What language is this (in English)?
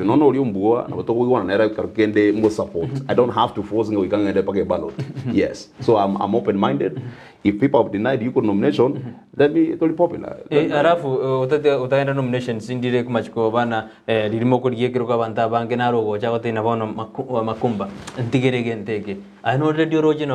Gusii